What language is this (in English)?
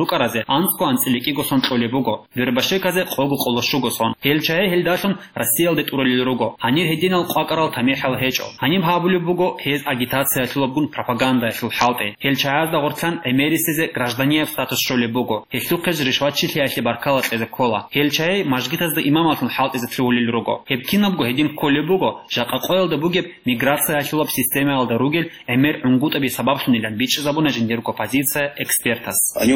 Avaric